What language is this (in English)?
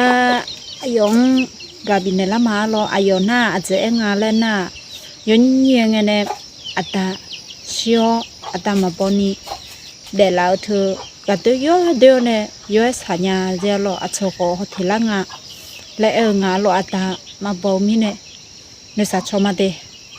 Akha